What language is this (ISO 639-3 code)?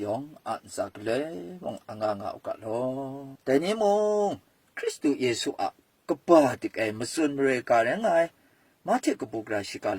kac